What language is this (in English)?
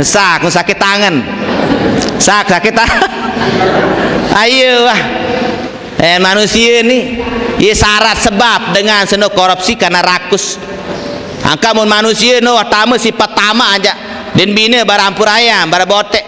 Sasak